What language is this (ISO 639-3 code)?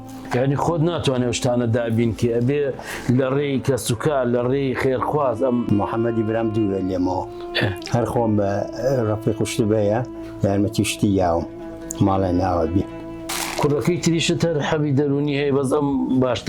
ckb